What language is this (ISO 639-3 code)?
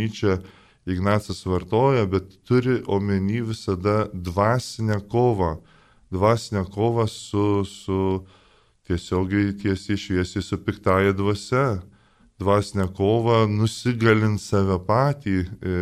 lit